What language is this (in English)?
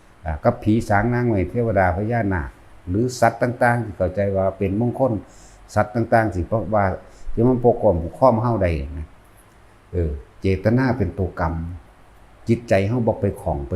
Northeastern Thai